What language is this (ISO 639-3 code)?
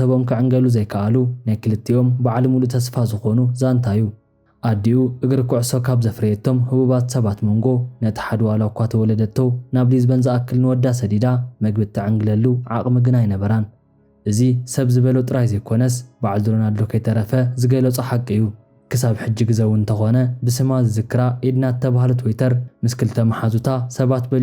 tir